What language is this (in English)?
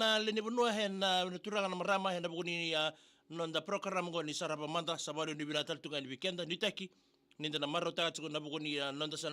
Fijian